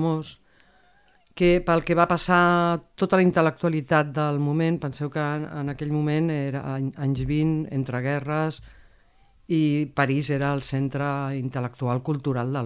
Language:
Catalan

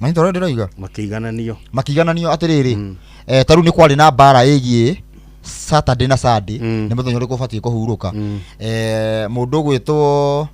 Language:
Kikuyu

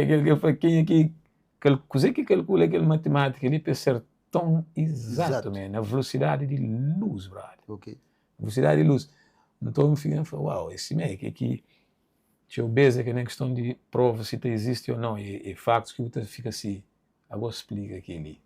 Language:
Kabuverdianu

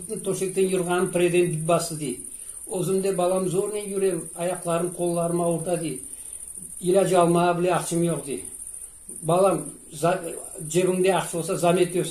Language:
Crimean Tatar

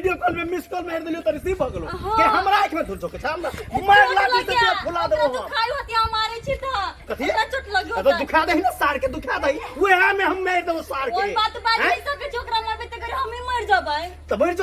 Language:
Maithili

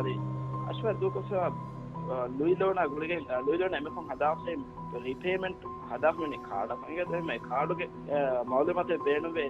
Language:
Divehi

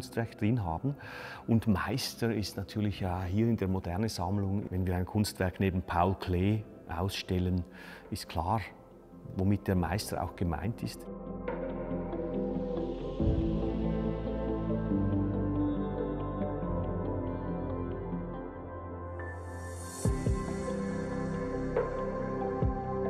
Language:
German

